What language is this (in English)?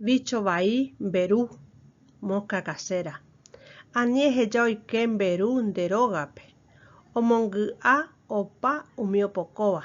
Guarani